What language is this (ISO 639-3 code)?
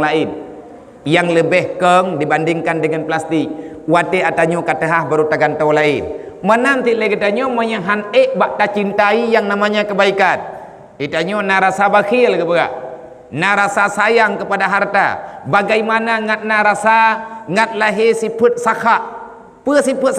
ace